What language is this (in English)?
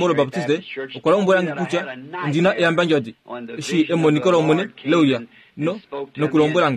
Kuanyama